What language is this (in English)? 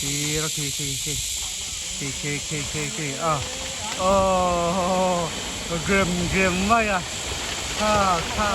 Mizo